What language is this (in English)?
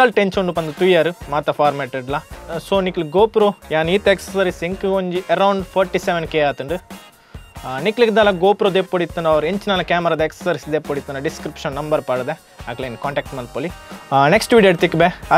Tulu